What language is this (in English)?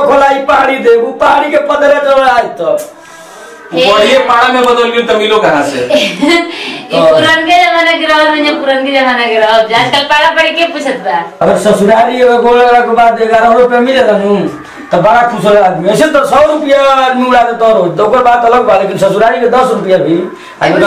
Bhojpuri